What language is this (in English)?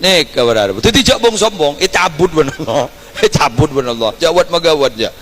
Madurese